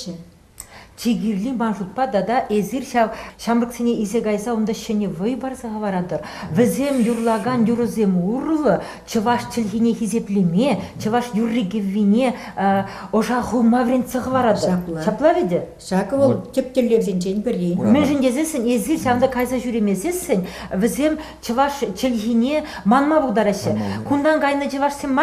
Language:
Chuvash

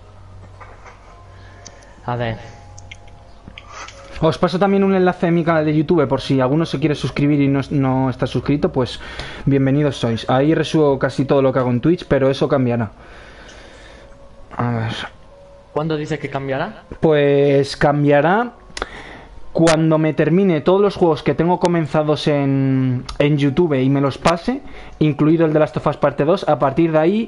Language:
Spanish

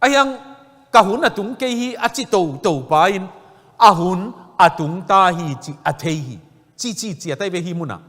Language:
Tedim Chin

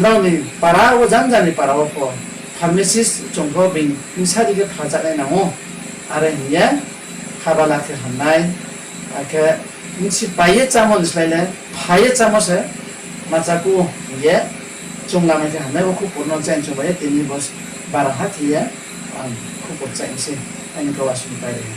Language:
Riang (India)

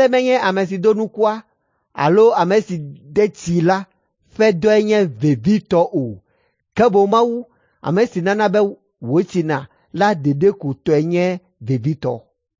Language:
Ewe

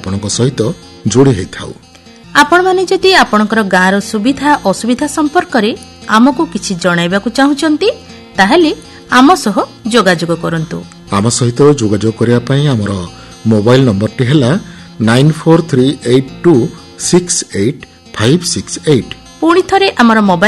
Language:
Odia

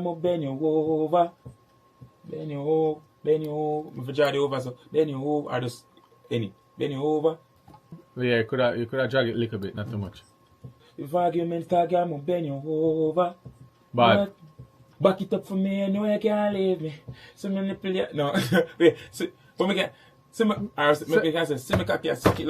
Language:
Jamaican Creole English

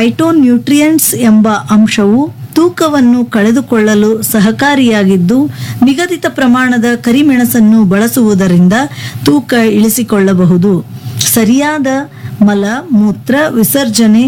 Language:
Kannada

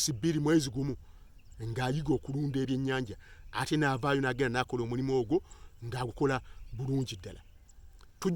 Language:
Ganda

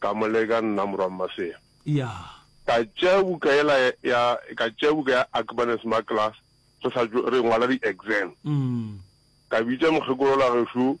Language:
Northern Sotho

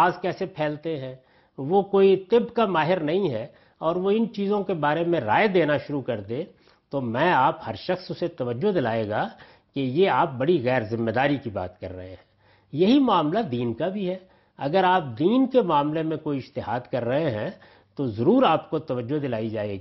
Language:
Urdu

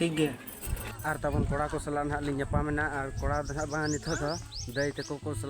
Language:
Santali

